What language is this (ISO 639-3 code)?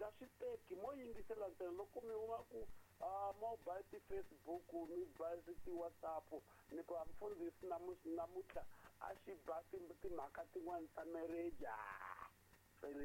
tso